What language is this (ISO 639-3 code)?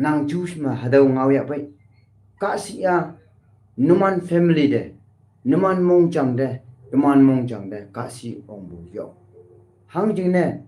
nbe